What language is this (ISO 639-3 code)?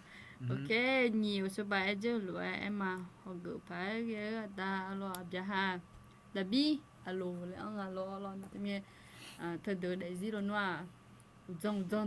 ahk